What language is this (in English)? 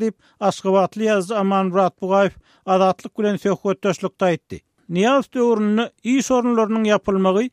Turkmen